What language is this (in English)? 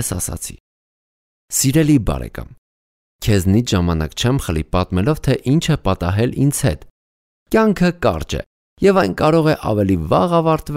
Armenian